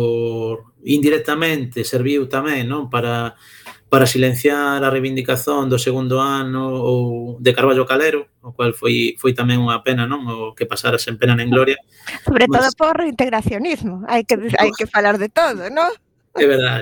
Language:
Galician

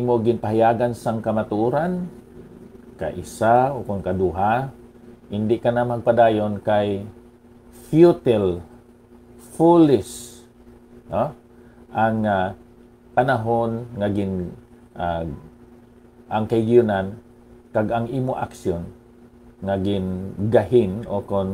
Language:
Hiligaynon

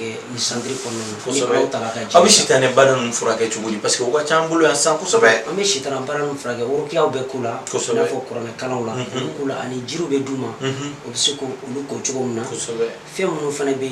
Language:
Bambara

